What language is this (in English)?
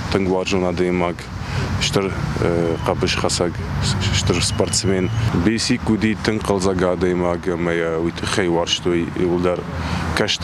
Ossetic